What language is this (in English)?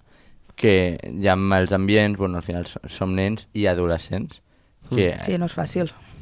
Catalan